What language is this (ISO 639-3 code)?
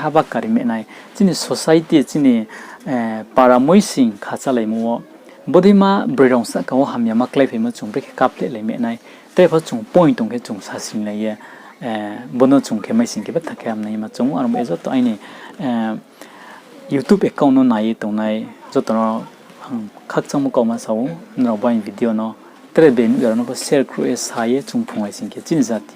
ria